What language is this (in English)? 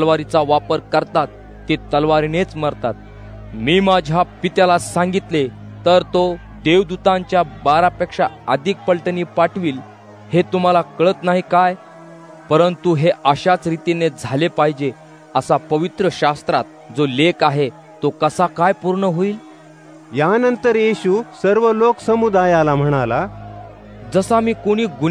Marathi